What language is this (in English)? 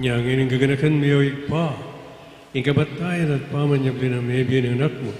Pampanga